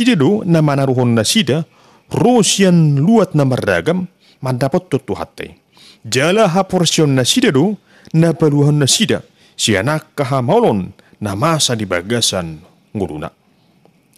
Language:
Batak Toba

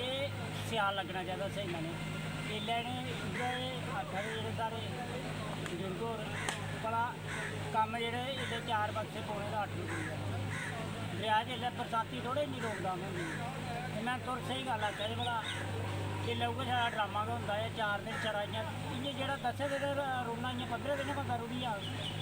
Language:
Dogri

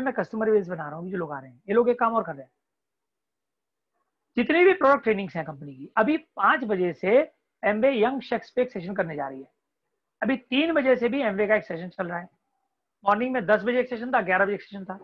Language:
Hindi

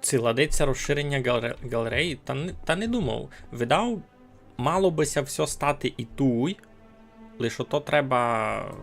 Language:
Rusyn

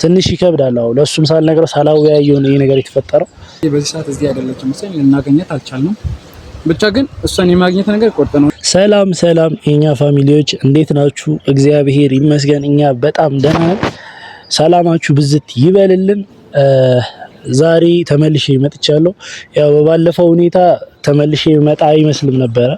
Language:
Amharic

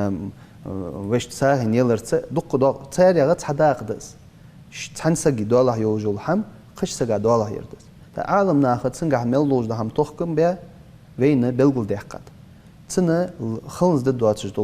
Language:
Ingush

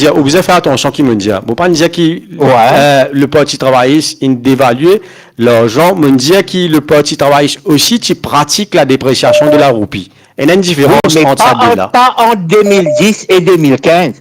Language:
Morisyen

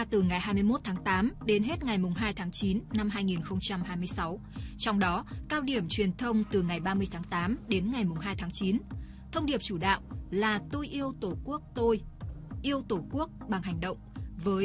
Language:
Vietnamese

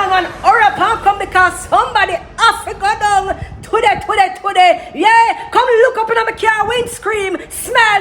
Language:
Jamaican Creole English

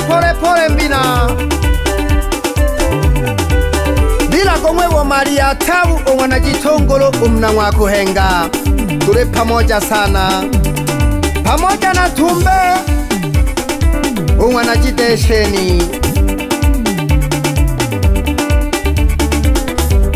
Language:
Swahili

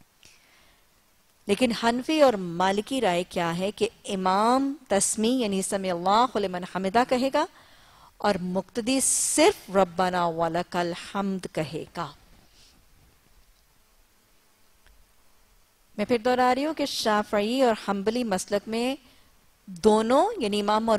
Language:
Urdu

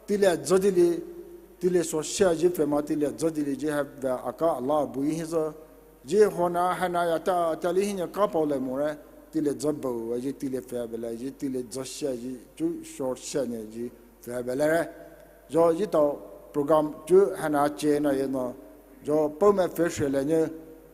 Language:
Poumei Naga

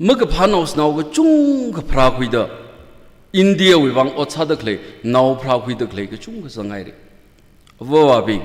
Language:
Tangkhul Naga (India)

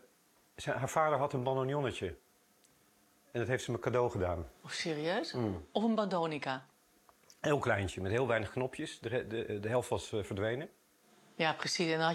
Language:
Dutch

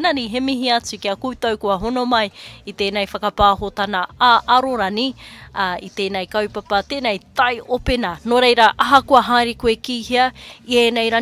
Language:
Māori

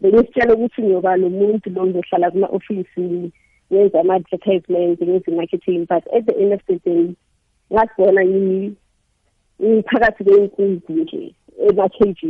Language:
South Ndebele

